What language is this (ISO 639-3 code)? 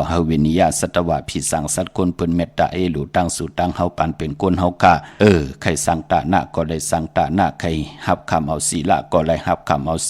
shn